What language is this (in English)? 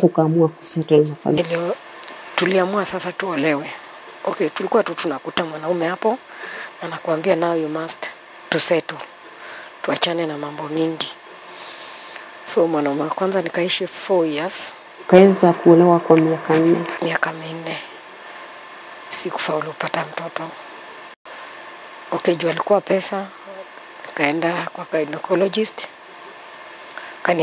Swahili